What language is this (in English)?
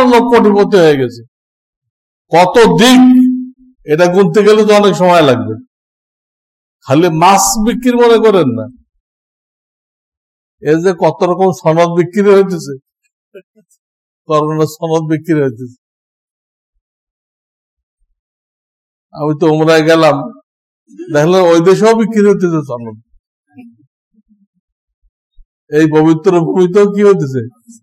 Bangla